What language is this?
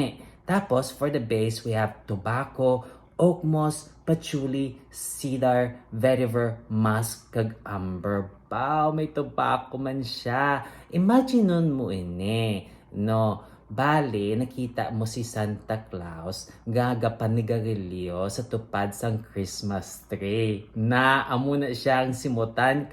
Hiligaynon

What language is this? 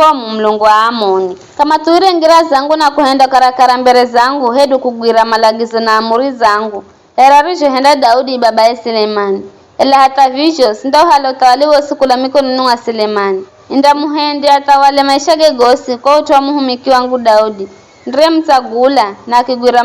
Giryama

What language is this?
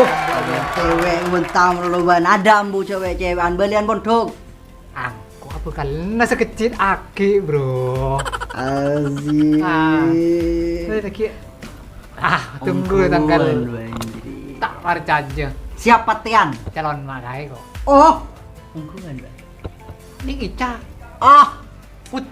Madurese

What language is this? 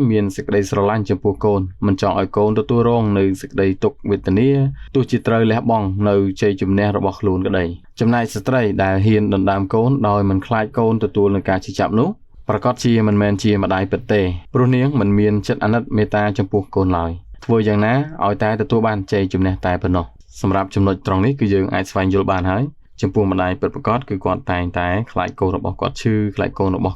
Khmer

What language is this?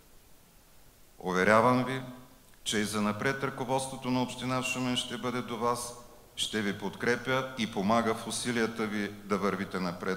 Bulgarian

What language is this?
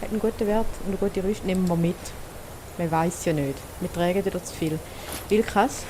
Swiss German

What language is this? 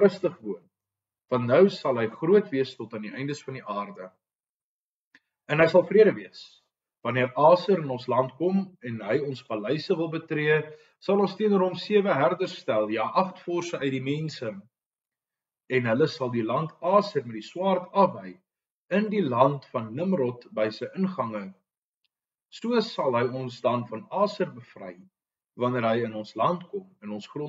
Afrikaans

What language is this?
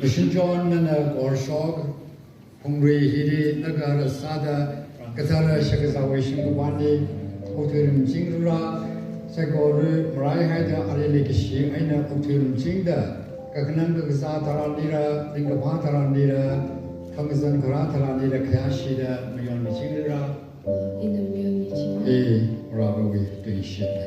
Tangkhul Naga (India)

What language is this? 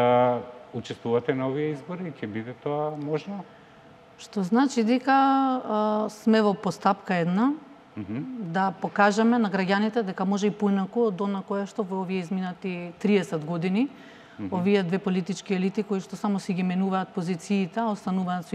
Macedonian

